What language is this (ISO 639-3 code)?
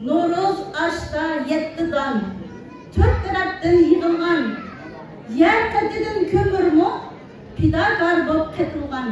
uig